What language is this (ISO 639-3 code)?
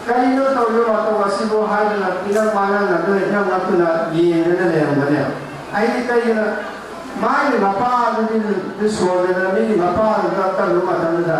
mni